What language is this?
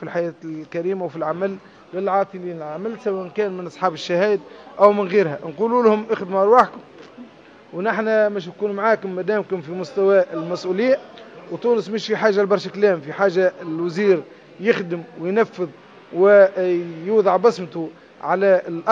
Tunisian Arabic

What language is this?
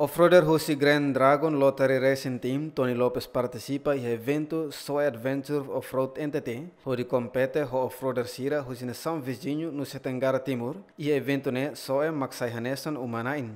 Tetum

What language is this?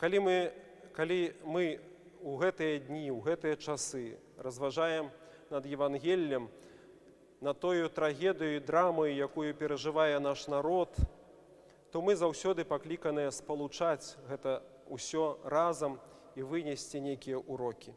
Belarusian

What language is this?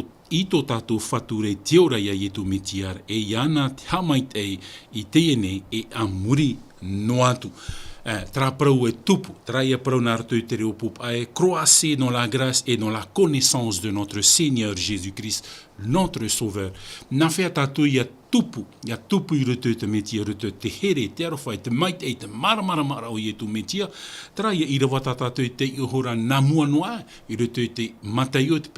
Tahitian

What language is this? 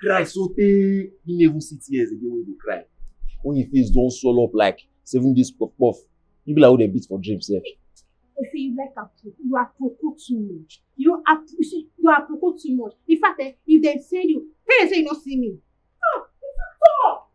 Nigerian Pidgin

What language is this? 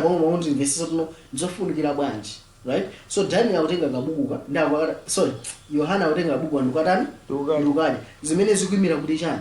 Nyanja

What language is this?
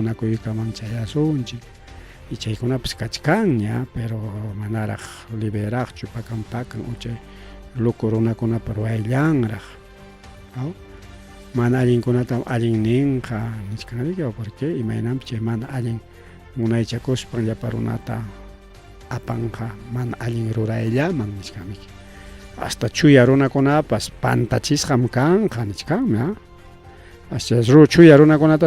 Ayacucho Quechua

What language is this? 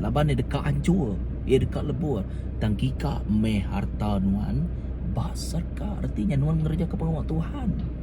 Iban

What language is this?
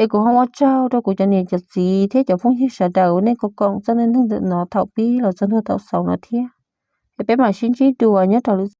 Hmong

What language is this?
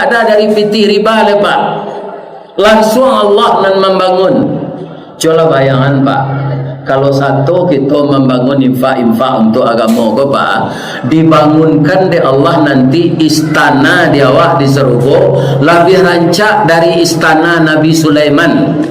Minangkabau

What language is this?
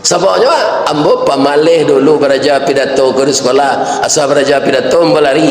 Minangkabau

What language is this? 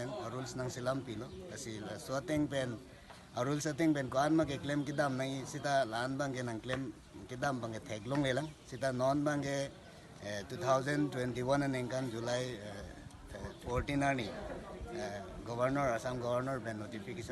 Karbi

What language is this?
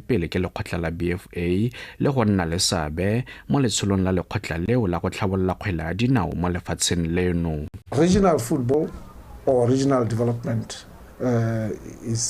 Tswana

